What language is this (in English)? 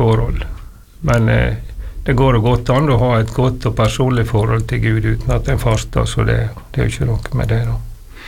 Norwegian